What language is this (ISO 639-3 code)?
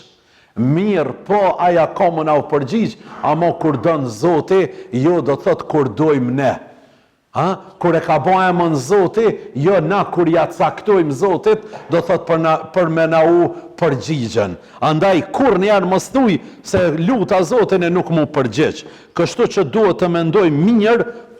sqi